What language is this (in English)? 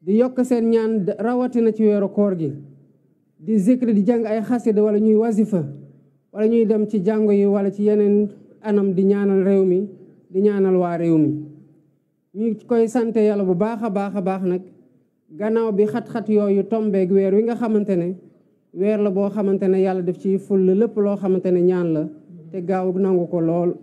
Wolof